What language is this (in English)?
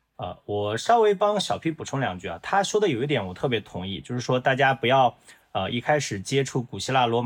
Chinese